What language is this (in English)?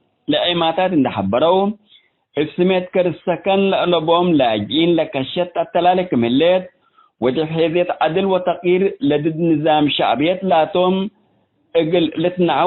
Tigre